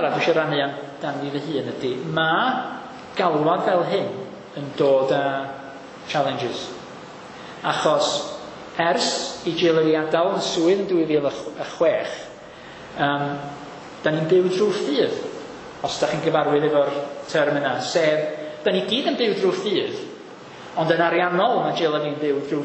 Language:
Welsh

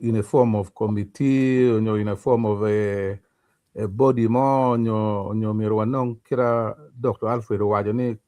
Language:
Acoli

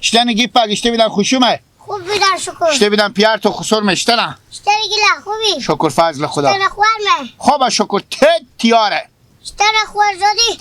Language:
Hazaragi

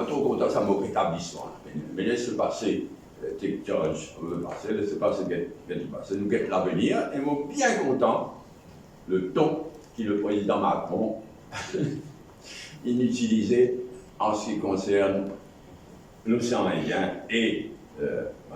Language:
Morisyen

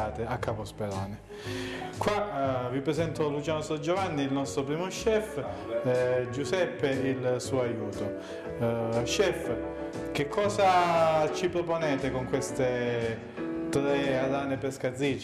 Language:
Italian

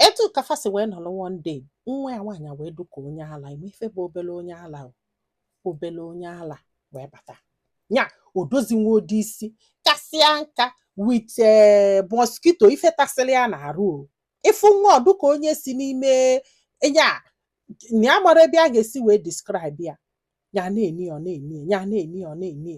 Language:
Igbo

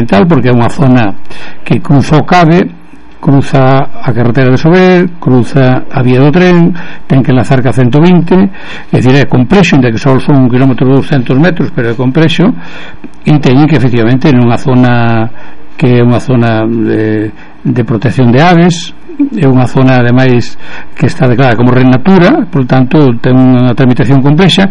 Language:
Galician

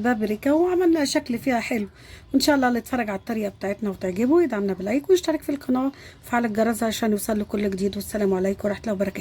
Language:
Egyptian Arabic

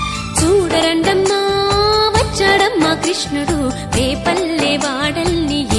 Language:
Telugu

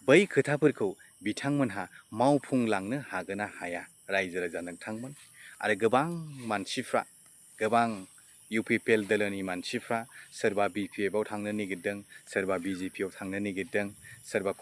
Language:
Bodo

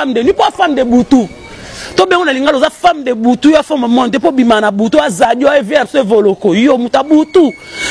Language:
Lingala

